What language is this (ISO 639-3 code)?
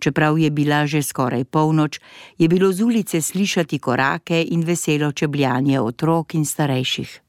slv